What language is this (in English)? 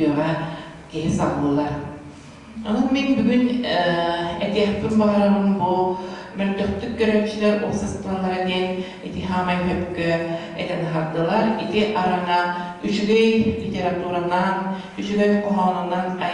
Yakut